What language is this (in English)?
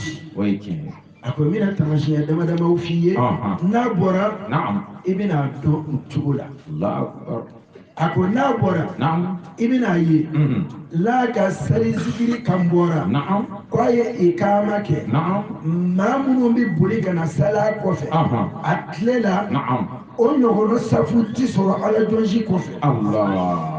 Bambara